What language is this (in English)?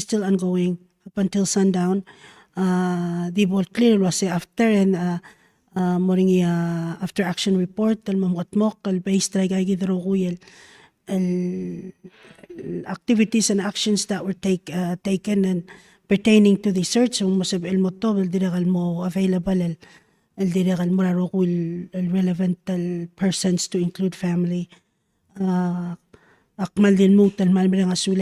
Palauan